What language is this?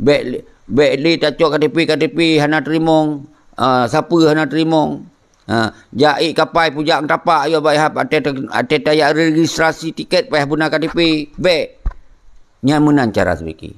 Achinese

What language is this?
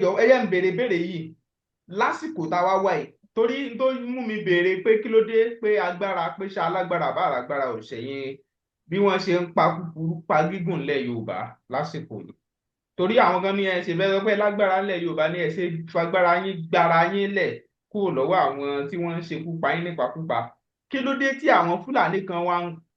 Yoruba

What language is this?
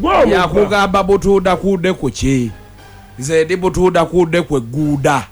Ganda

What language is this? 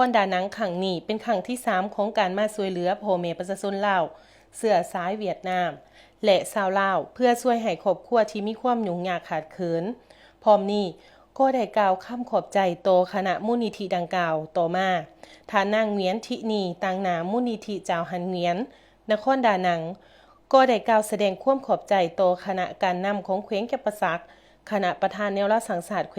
Lao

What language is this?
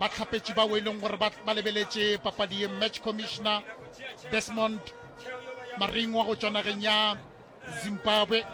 Northern Sotho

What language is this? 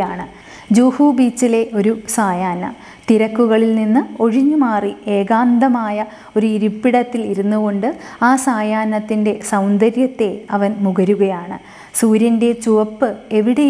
Malayalam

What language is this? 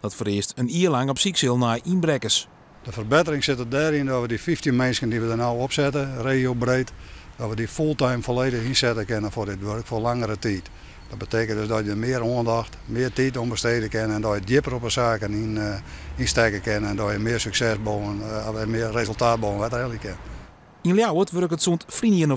Western Frisian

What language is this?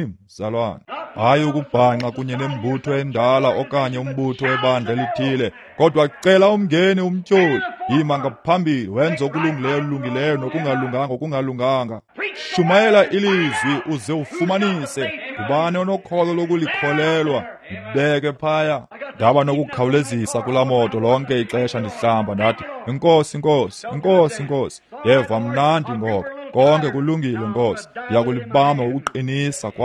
Xhosa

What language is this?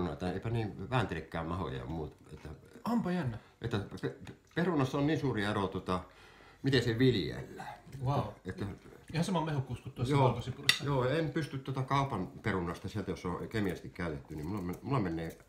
Finnish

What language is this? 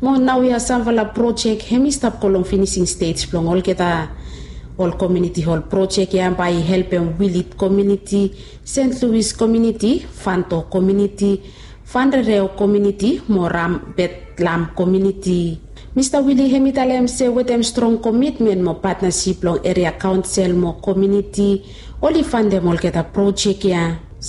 Bislama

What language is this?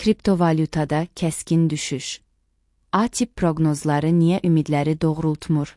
Azerbaijani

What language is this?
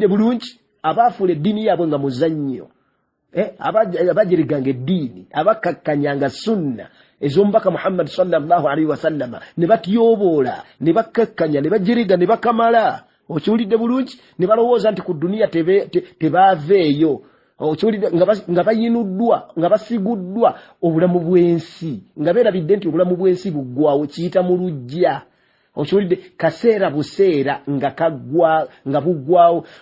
Ganda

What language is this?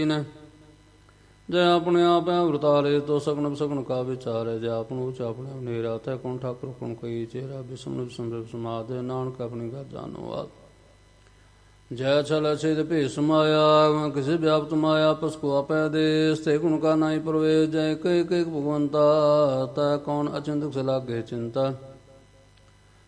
Punjabi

